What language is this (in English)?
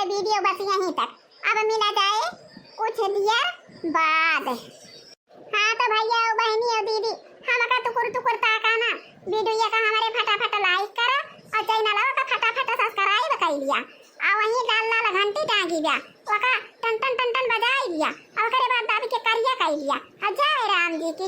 Awadhi